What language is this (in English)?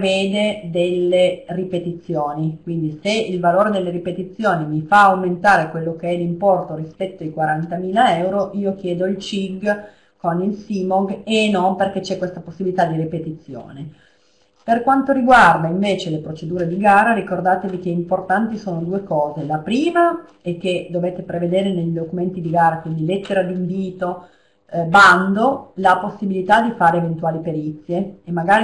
Italian